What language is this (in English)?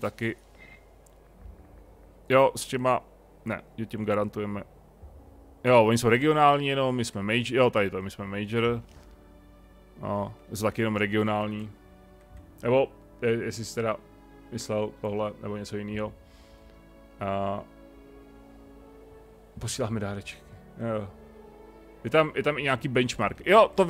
Czech